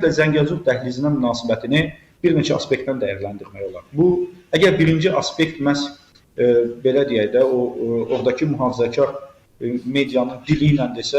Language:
Azerbaijani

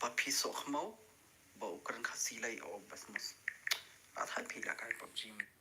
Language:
Khasi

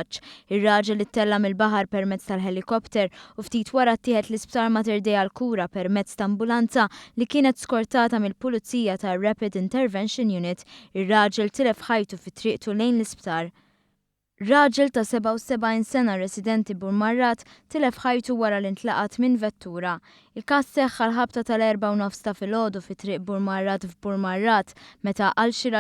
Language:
Maltese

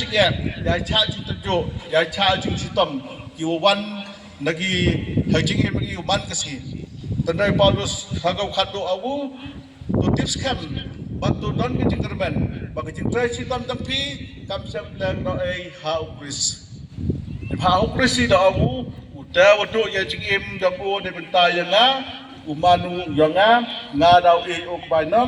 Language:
Khasi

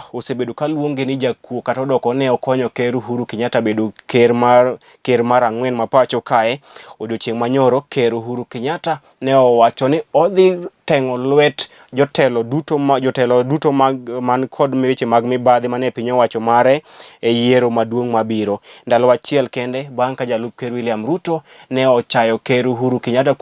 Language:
Luo (Kenya and Tanzania)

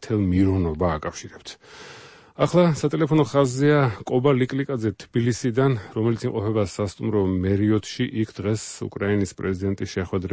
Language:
Georgian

